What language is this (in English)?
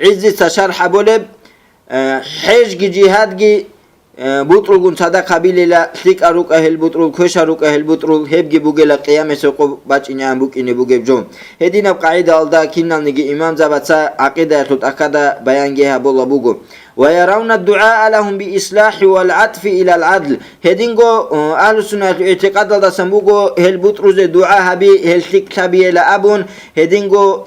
Avaric